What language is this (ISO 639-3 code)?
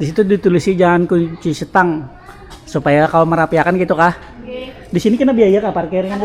bjn